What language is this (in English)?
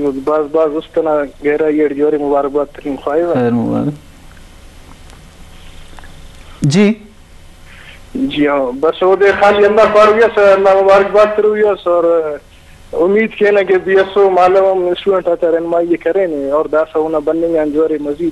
Brahui